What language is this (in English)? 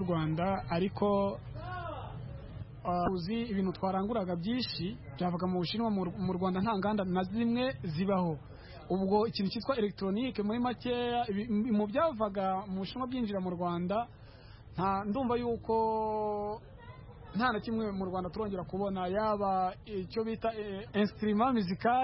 Kinyarwanda